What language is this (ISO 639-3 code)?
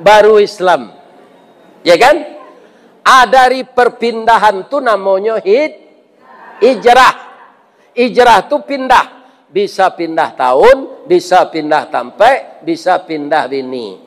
min